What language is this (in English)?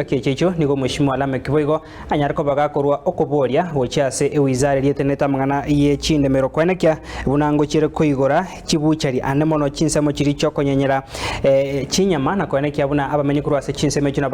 Gusii